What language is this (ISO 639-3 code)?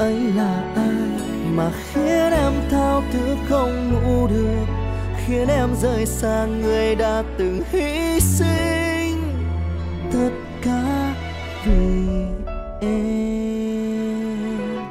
vie